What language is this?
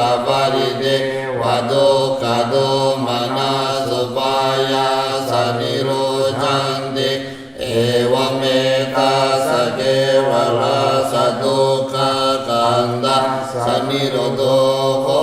Pali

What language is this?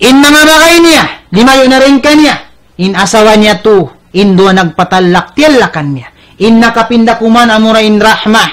Tausug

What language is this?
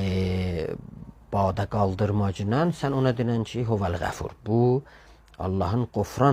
South Azerbaijani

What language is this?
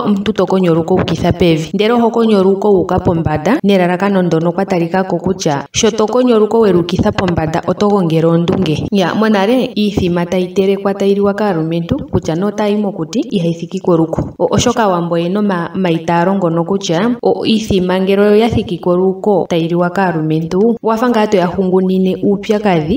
Ndonga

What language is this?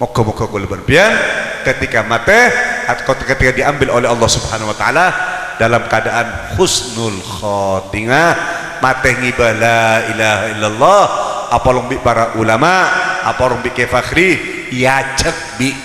Madurese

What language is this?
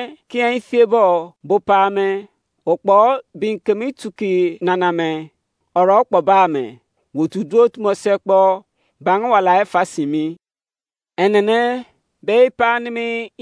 Izon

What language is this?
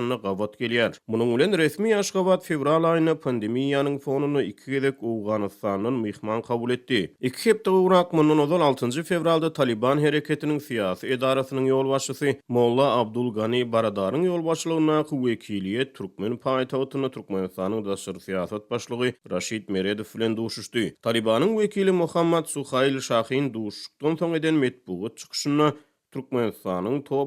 Turkmen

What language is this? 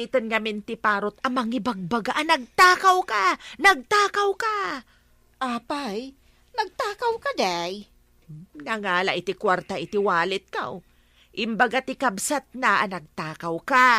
Iloko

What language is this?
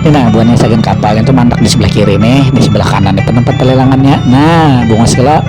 Banjar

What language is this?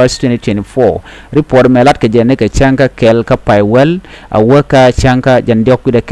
Nuer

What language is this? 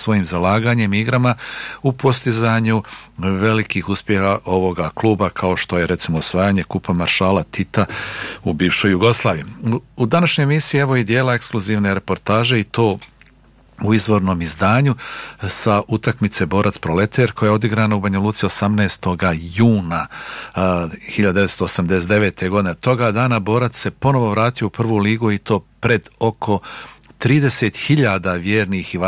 Bosnian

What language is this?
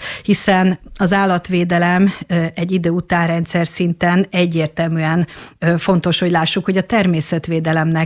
Hungarian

